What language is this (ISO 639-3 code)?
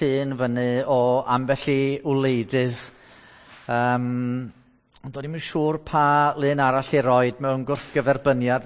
cym